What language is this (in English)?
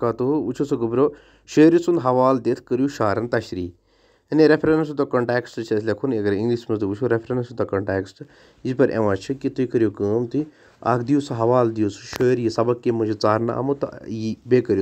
Kashmiri